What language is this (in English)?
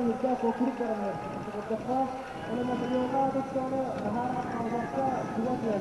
Yakut